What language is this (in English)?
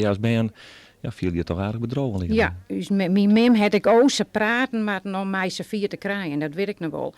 Western Frisian